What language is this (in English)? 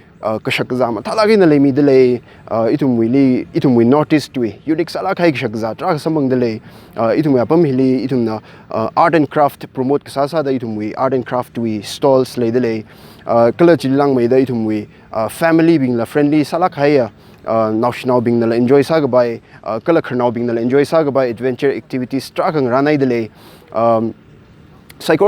Tangkhul Naga (India)